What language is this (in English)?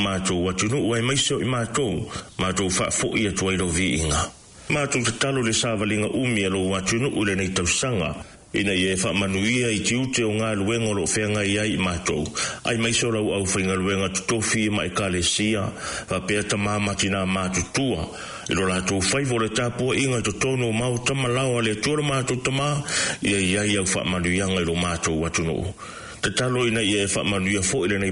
Samoan